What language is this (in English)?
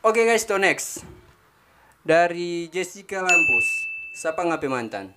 Manado Malay